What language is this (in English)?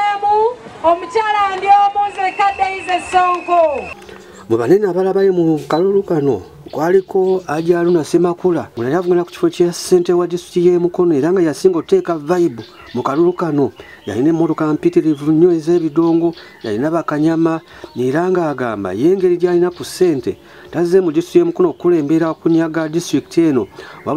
Ganda